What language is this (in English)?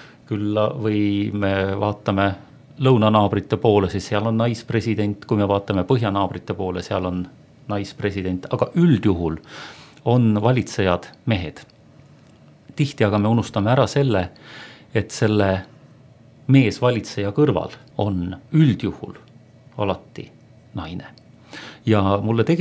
Estonian